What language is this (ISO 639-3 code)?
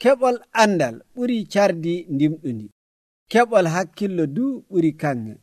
fuv